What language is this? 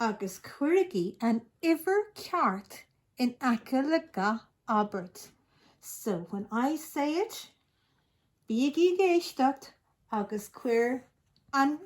Irish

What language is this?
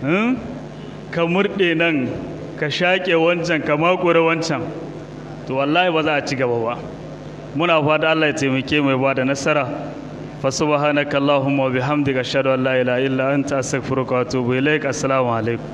Hausa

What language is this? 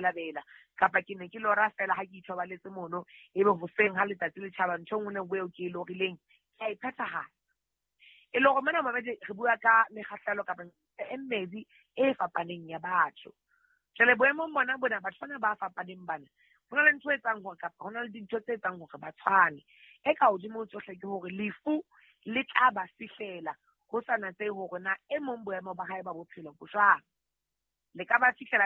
Southern Sotho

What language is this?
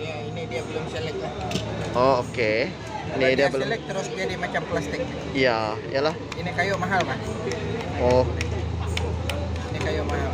Malay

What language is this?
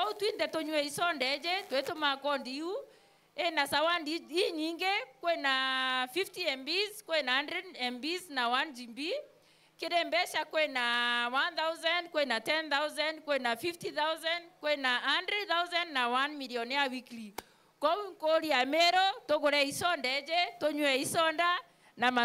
Meru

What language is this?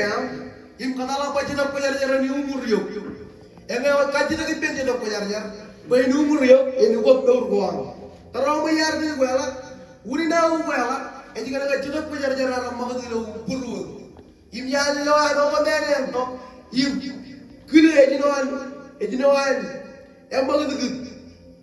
Marshallese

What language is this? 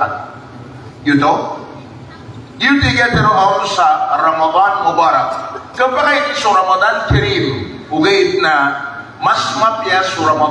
Maranao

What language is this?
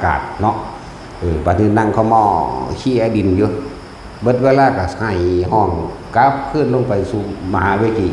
Northeastern Thai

